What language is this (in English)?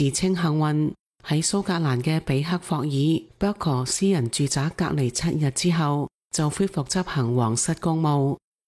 Cantonese